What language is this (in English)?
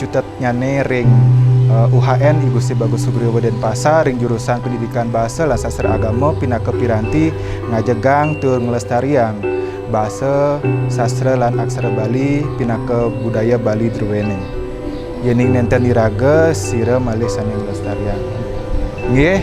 Balinese